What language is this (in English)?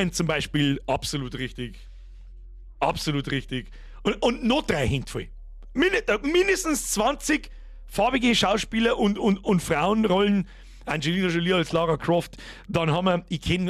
Bavarian